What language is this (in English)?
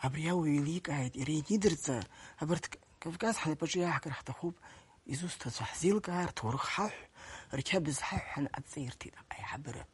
Abkhazian